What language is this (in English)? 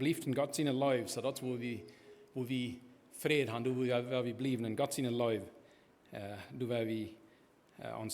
Plautdietsch